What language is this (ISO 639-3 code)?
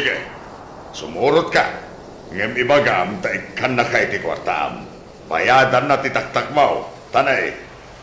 ilo